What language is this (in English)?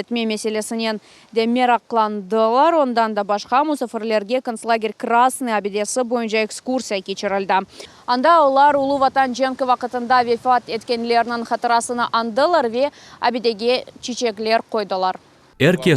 Crimean Tatar